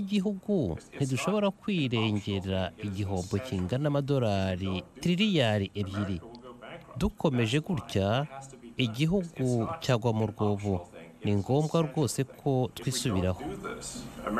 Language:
Kinyarwanda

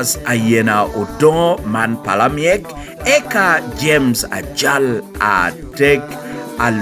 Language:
Lango (Uganda)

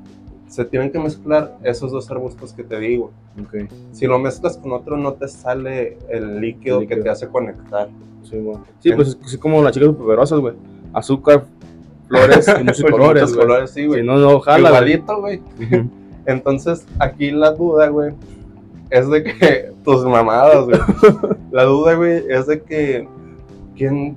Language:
Spanish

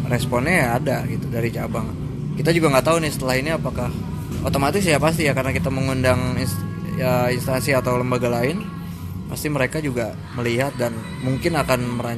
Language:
Indonesian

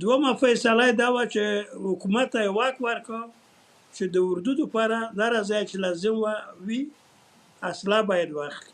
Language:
Pashto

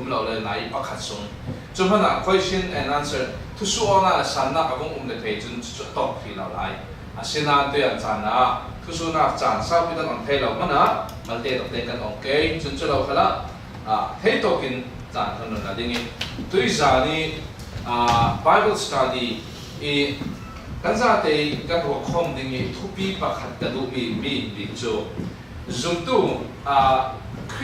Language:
Falam Chin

